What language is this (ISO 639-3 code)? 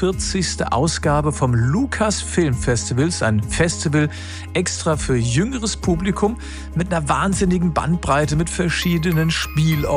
deu